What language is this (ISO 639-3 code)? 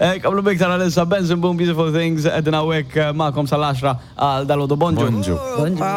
mlt